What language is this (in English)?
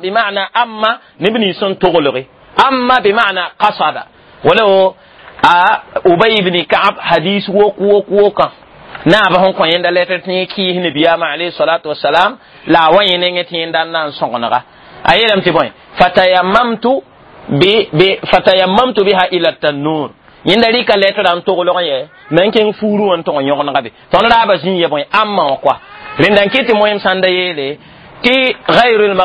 Mossi